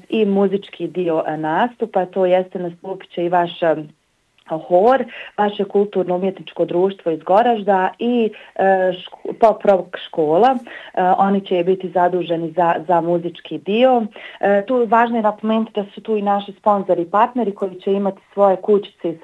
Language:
Bosnian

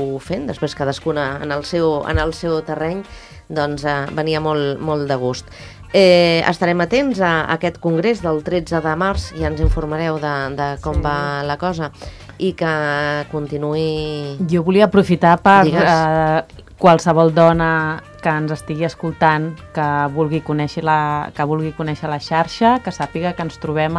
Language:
Catalan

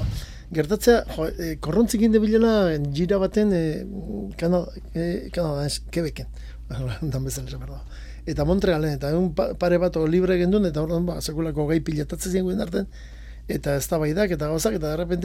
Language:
Basque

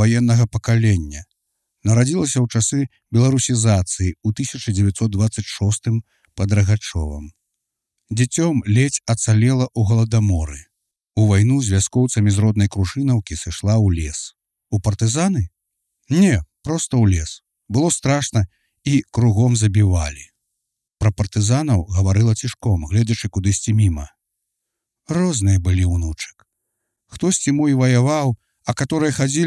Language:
Belarusian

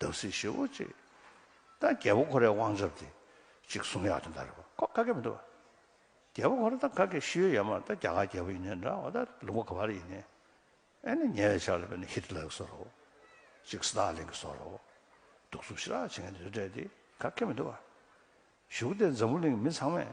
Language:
Tibetan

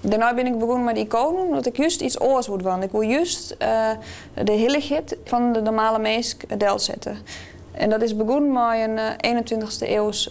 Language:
Western Frisian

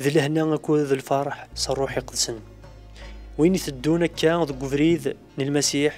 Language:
Kabyle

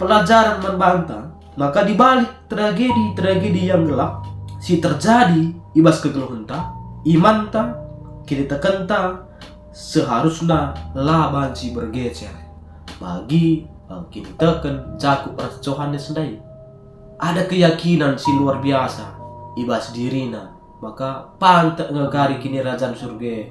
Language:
Batak Karo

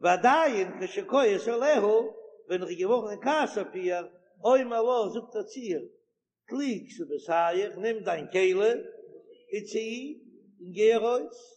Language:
Yiddish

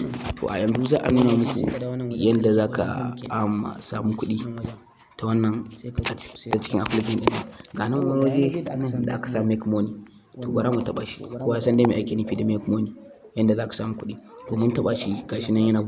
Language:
Hausa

